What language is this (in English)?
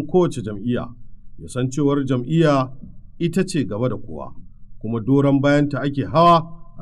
Hausa